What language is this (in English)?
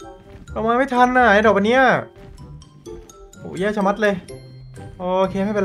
Thai